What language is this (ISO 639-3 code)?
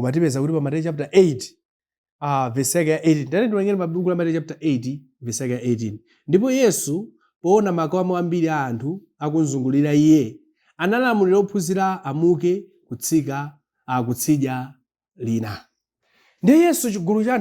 nya